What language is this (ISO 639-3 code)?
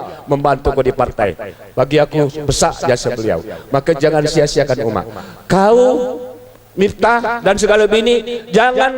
mui